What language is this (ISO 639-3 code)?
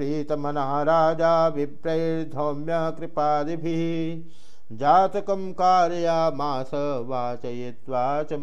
san